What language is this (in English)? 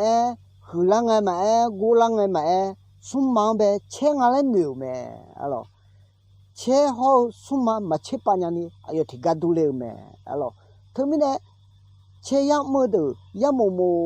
Akha